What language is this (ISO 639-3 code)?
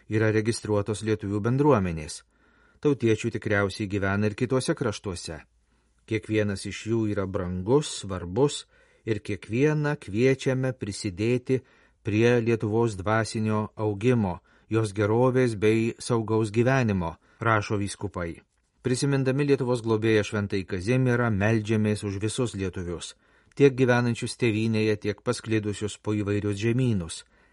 lit